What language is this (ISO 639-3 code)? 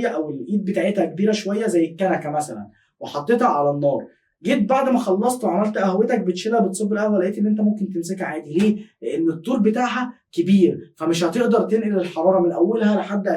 arz